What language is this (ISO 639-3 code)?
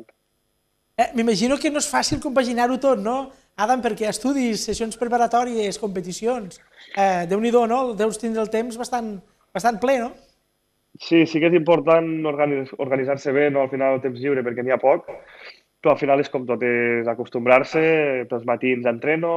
cat